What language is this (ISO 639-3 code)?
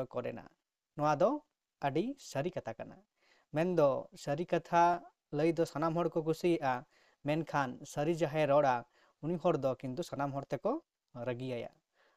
sat